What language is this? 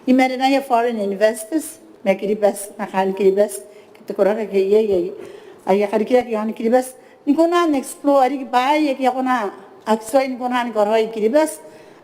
Gilbertese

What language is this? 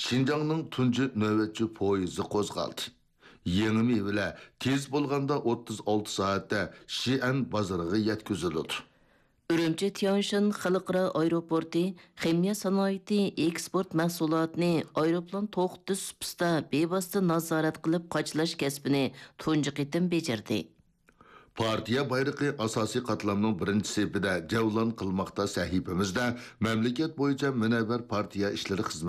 Uyghur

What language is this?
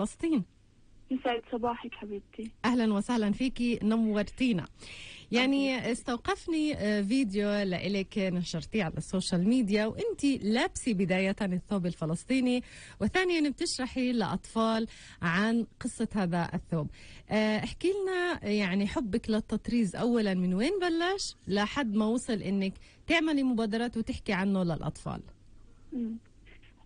North Levantine Arabic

